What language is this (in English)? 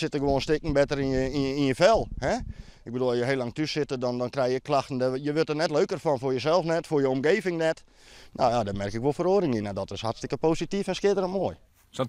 Western Frisian